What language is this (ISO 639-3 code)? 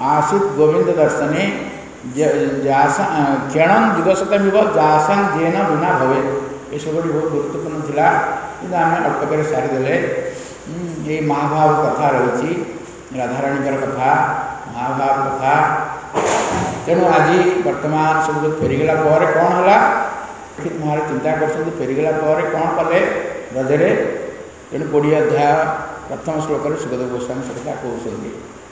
ori